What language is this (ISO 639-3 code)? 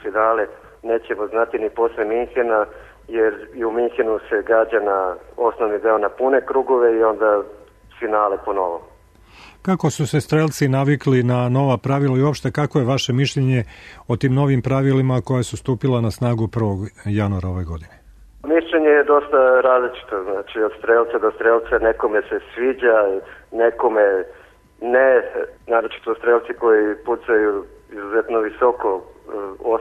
srp